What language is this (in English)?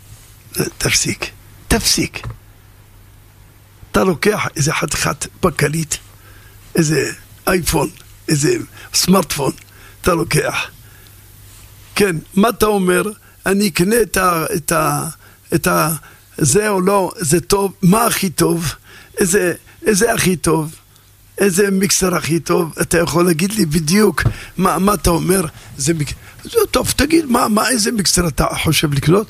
Hebrew